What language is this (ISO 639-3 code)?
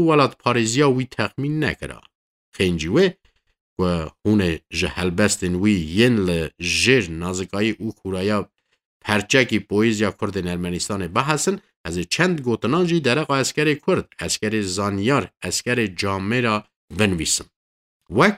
kur